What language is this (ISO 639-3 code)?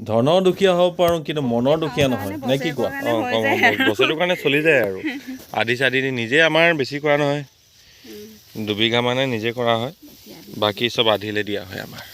asm